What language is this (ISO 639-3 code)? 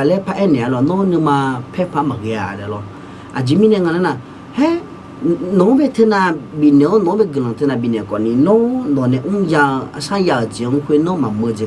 ahk